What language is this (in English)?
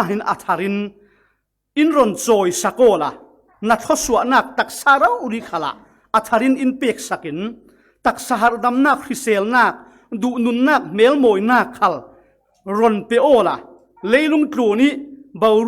Falam Chin